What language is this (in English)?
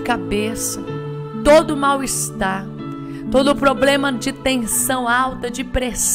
Portuguese